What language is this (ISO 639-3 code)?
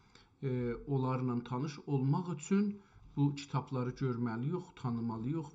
azb